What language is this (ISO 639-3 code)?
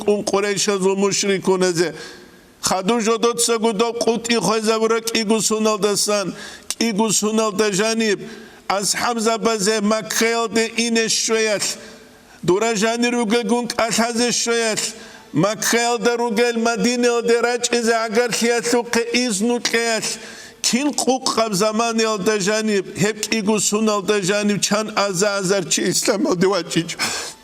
ava